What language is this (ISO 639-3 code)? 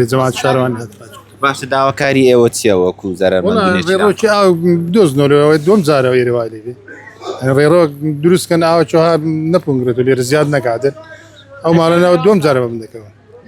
ckb